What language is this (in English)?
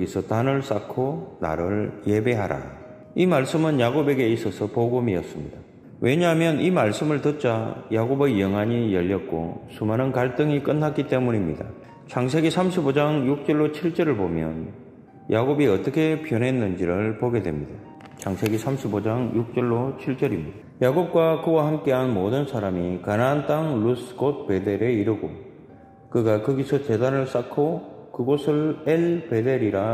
Korean